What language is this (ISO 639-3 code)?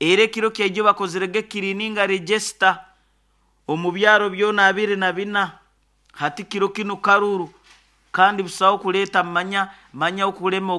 nyo